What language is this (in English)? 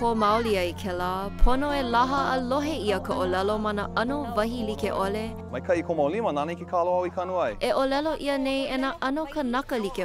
Hawaiian